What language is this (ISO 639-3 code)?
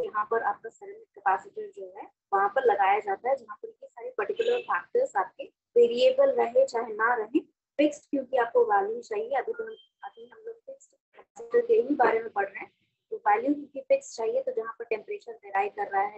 hin